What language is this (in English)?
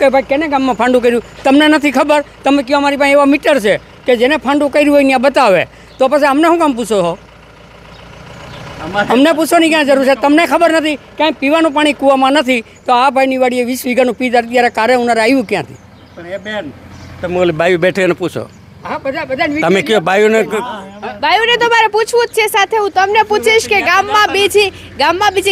Gujarati